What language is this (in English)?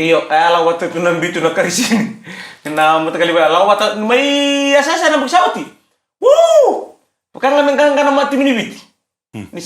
Fijian